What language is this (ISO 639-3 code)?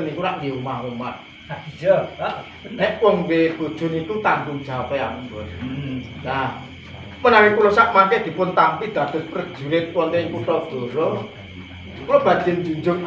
jav